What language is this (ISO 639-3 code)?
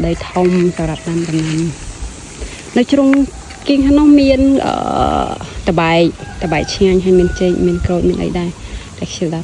khm